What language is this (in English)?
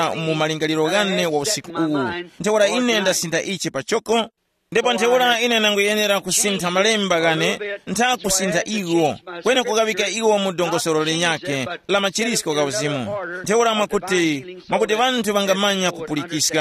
Tumbuka